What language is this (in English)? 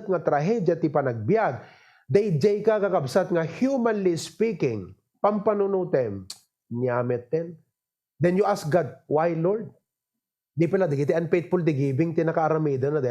Iloko